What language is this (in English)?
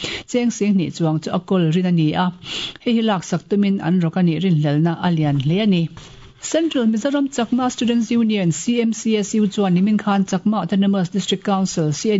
Mizo